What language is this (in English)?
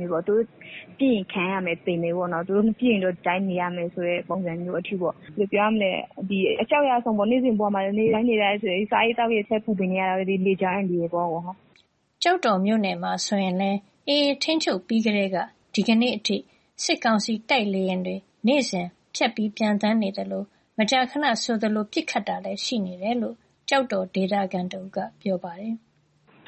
Burmese